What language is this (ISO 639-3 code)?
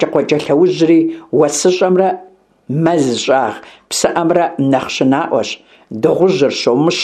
kbd